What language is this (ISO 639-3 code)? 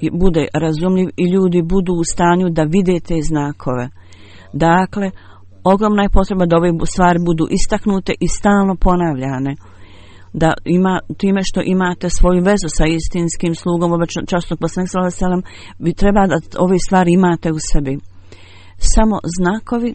bos